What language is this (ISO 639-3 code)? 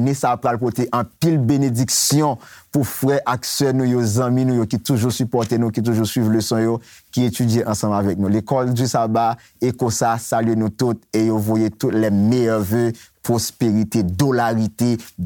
hat